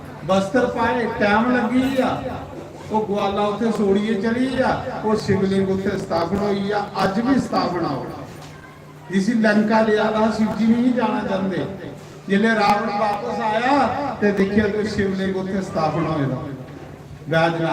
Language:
Dogri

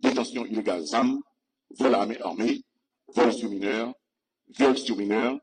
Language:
Haitian Creole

